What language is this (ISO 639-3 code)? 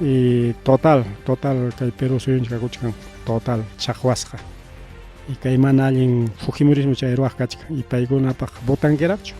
quy